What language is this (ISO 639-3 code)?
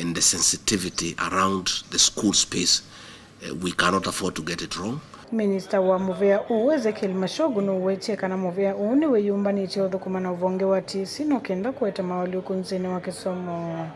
kam